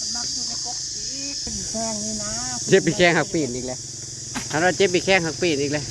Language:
Northeastern Thai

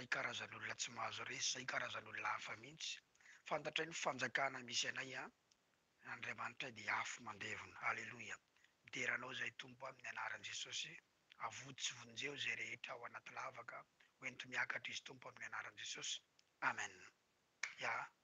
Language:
Malagasy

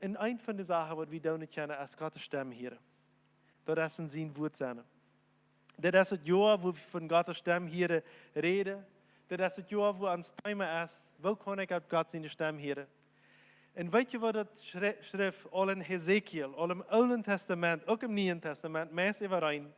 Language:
Plautdietsch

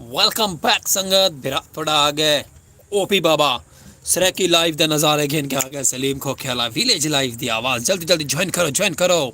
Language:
Saraiki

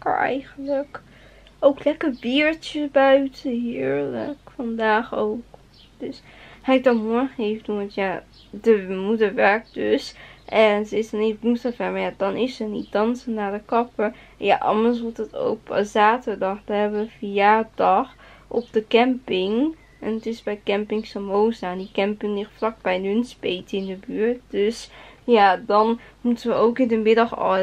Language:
Dutch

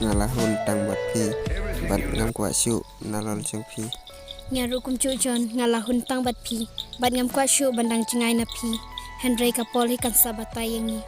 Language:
Khasi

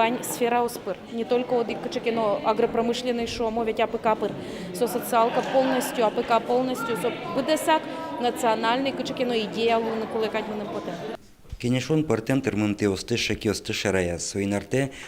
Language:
Udmurt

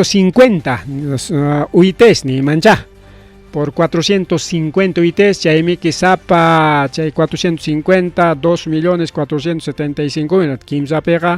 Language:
Ayacucho Quechua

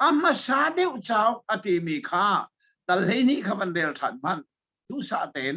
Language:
Hakha Chin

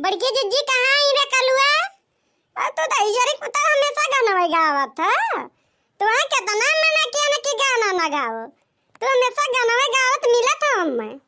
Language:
Awadhi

